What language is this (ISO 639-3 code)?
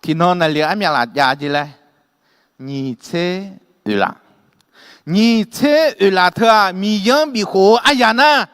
ahk